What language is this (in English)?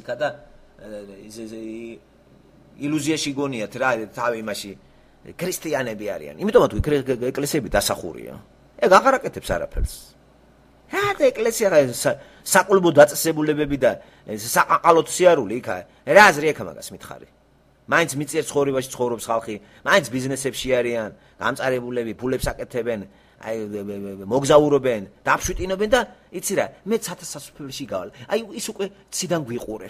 Georgian